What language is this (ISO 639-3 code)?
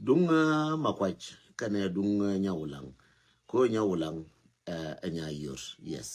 nus